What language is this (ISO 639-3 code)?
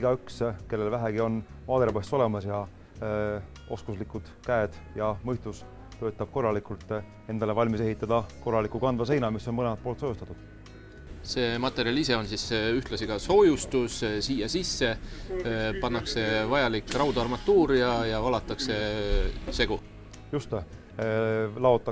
est